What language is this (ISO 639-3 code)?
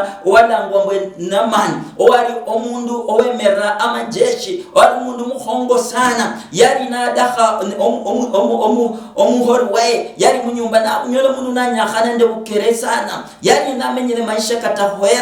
luy